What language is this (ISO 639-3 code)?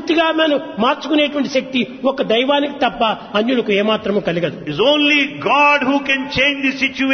tel